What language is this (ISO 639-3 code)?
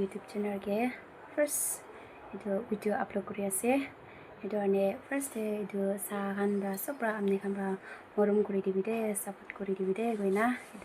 nag